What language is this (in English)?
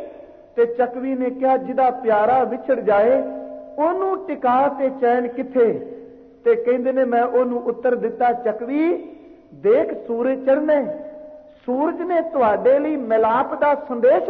Punjabi